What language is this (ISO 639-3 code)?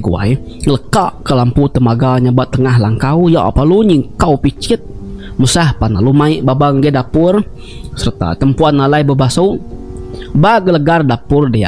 iba